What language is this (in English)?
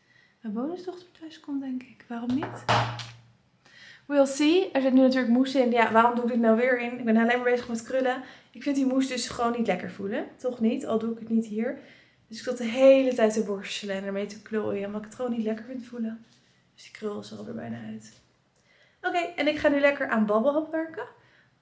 Dutch